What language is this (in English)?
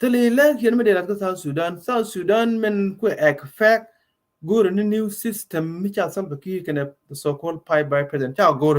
Nuer